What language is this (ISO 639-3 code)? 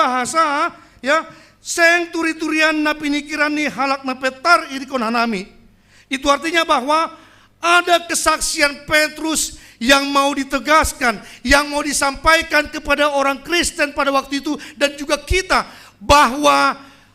bts